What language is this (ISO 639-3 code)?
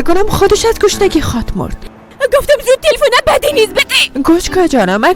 fas